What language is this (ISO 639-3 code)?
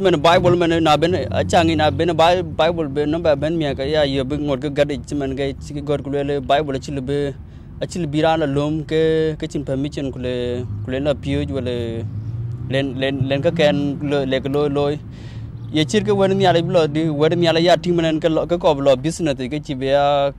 din